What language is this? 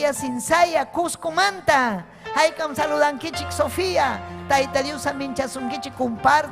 Ayacucho Quechua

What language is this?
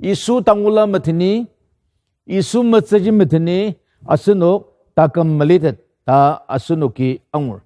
Ao Naga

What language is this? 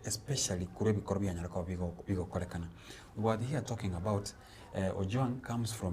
Gusii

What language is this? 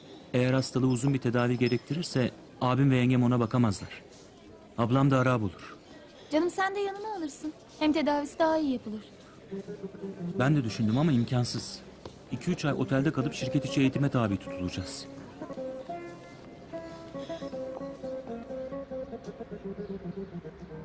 Turkish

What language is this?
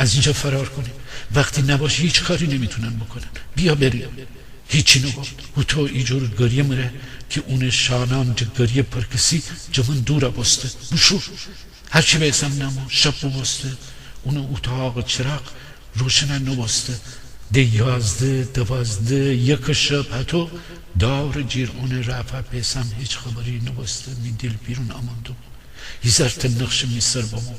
Gilaki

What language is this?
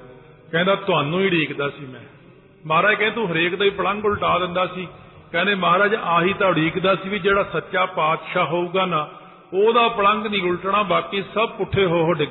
Punjabi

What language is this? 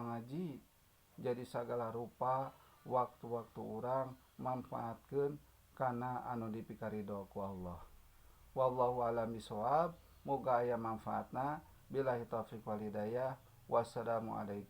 Sundanese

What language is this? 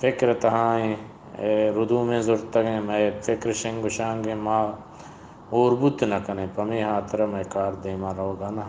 Eastern Balochi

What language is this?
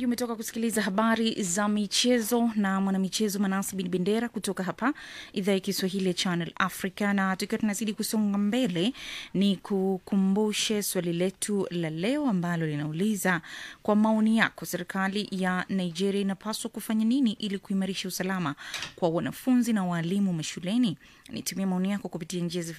Swahili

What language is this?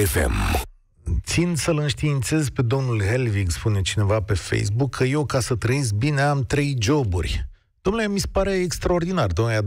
Romanian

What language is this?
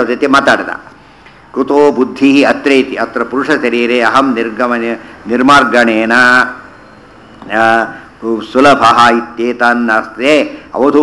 Kannada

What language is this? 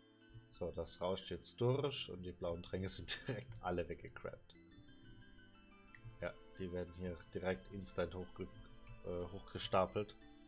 German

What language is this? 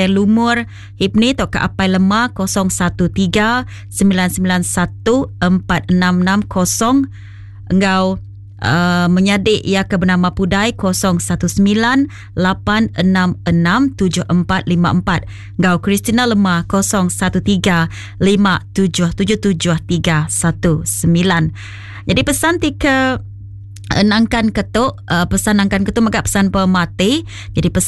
Iban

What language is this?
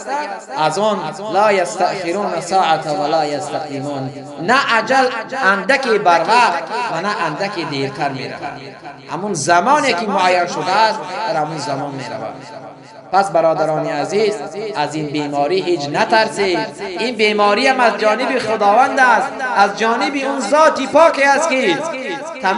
Tajik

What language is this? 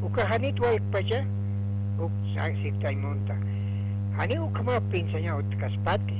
Aymara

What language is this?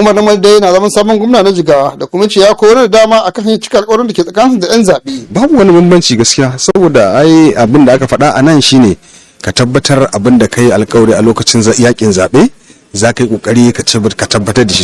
Hausa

